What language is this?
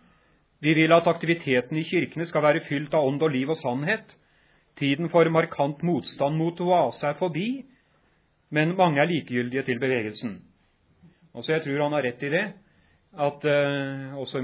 Norwegian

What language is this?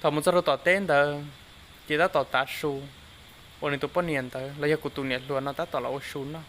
Hmong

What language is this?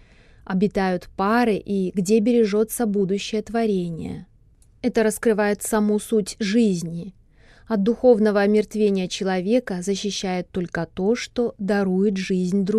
Russian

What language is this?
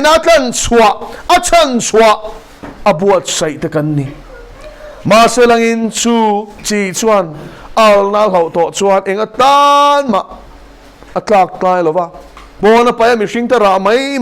Mizo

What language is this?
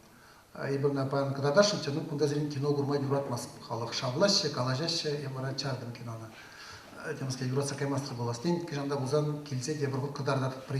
Chuvash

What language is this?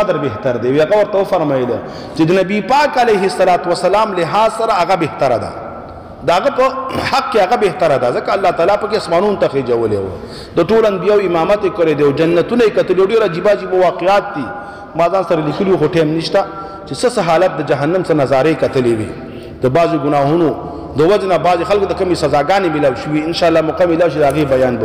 Pashto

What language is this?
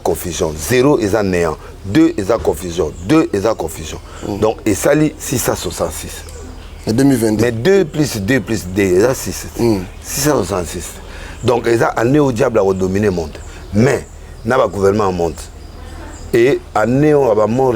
Lingala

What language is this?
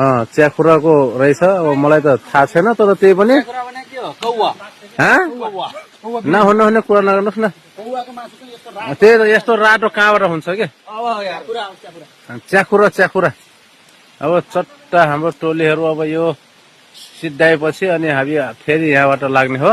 Nepali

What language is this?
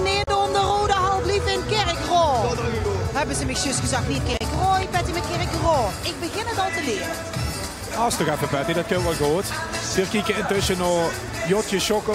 Limburgish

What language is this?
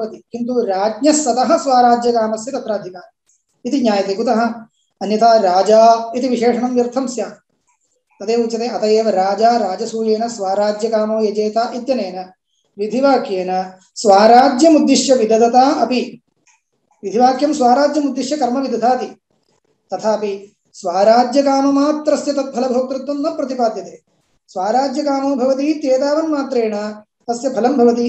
Sanskrit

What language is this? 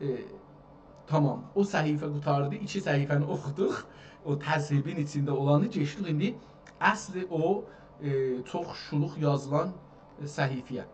South Azerbaijani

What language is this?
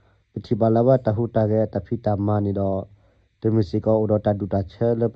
S'gaw Karen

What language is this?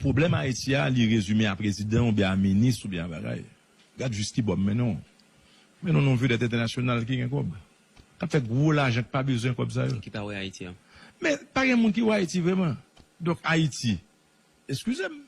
Haitian Creole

